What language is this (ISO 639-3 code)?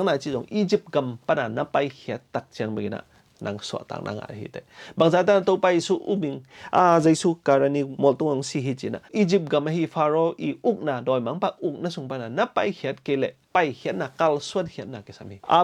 ctd